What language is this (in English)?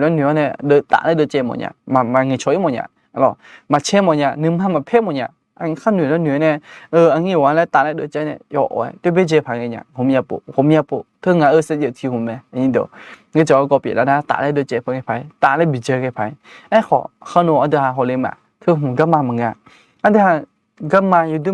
Akha